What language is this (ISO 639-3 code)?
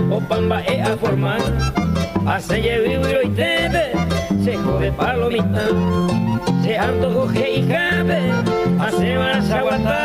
grn